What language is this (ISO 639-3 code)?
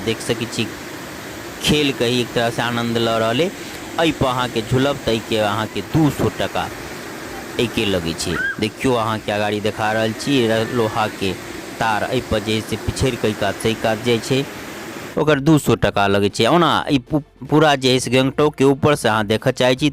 mai